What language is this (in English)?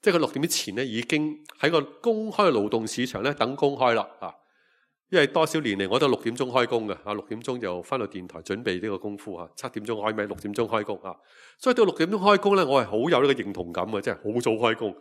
Cantonese